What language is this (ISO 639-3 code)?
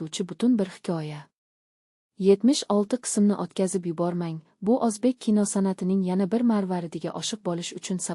uzb